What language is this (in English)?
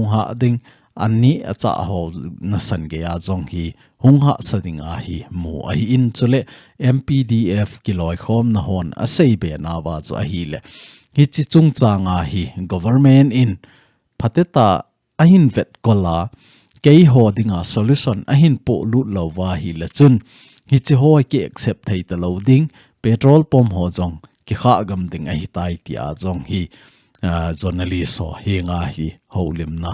Thado Chin